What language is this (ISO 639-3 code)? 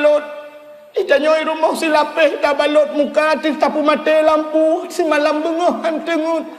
ace